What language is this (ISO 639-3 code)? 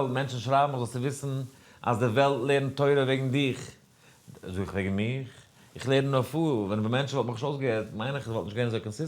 yid